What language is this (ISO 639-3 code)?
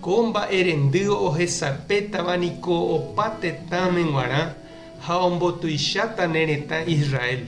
grn